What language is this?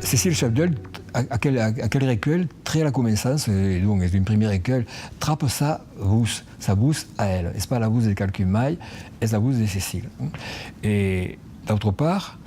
Occitan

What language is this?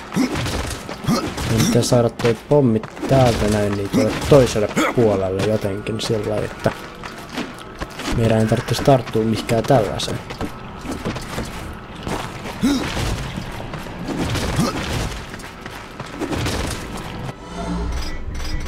Finnish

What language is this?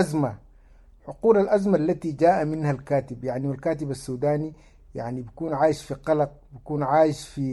Sudanese Arabic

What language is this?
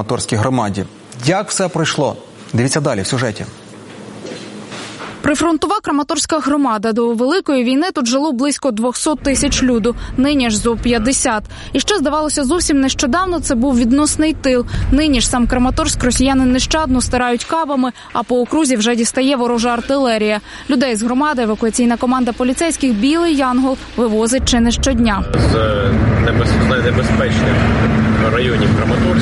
Ukrainian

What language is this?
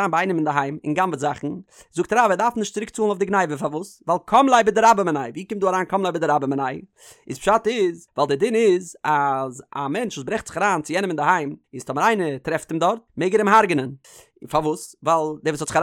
Yiddish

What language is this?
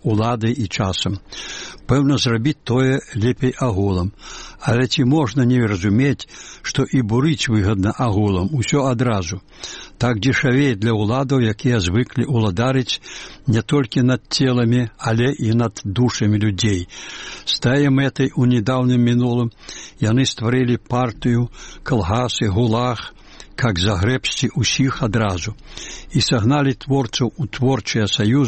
Belarusian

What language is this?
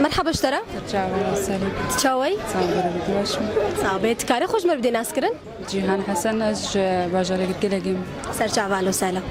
Kurdish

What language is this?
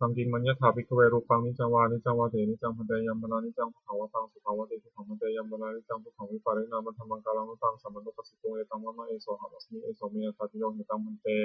Pali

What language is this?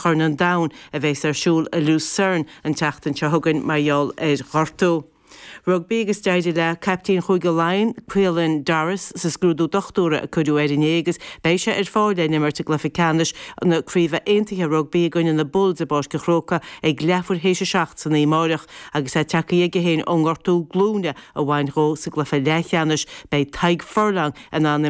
Irish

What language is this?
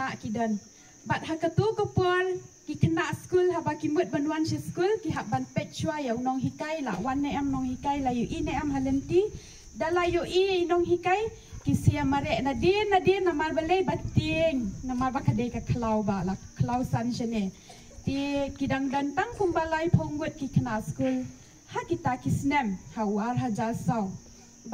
Khasi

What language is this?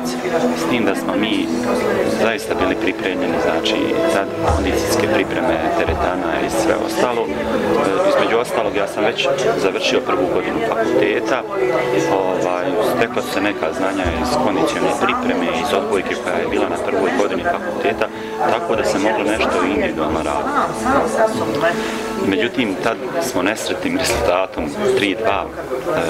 Bosnian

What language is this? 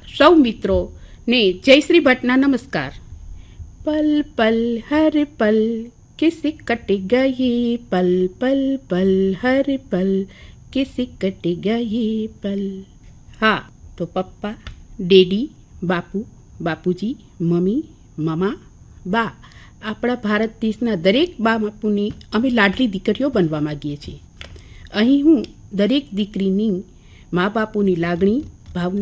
Gujarati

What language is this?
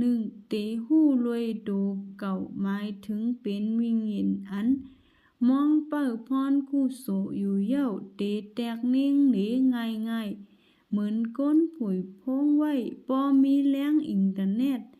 Shan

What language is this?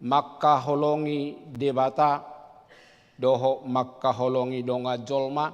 Batak Toba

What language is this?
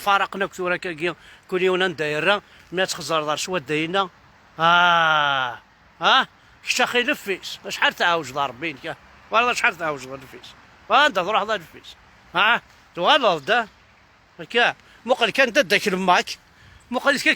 Kabyle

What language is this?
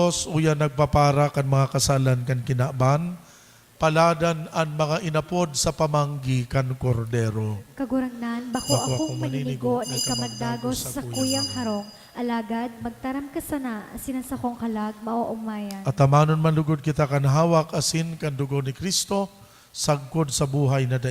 Bikol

